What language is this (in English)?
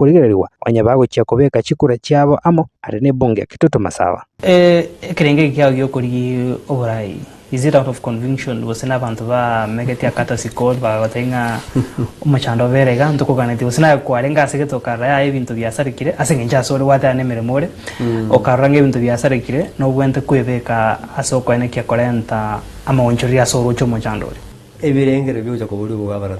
Gusii